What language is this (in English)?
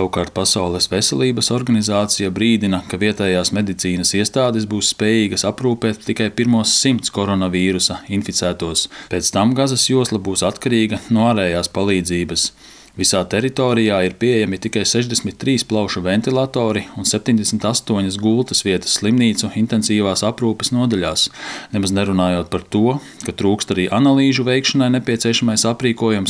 Latvian